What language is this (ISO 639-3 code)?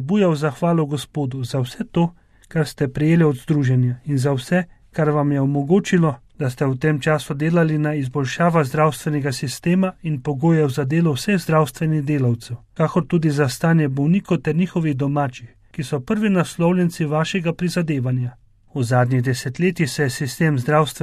slv